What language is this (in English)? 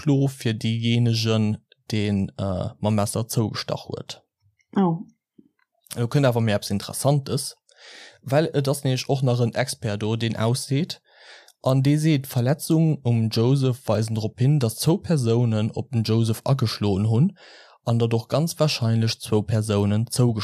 Luxembourgish